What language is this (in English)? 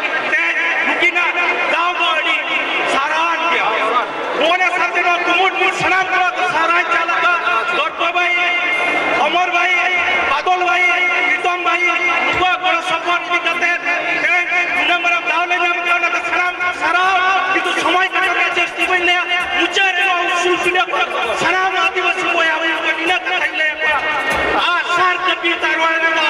Santali